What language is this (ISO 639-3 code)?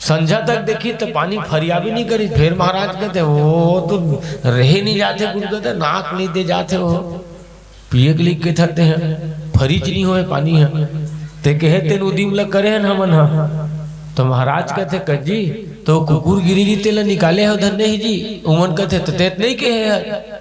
hne